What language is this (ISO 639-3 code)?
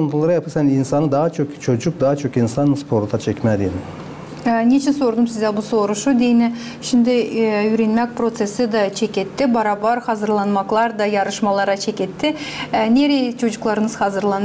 gag